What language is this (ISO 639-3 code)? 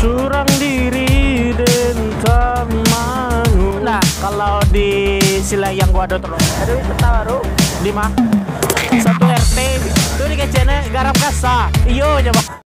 min